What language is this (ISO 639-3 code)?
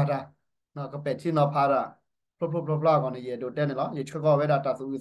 ksw